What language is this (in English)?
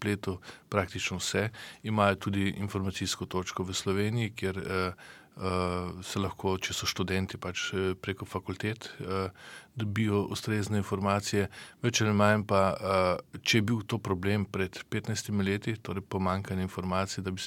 Slovenian